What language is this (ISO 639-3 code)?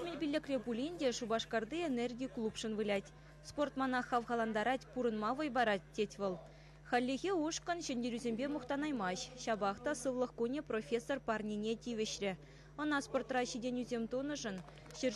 chv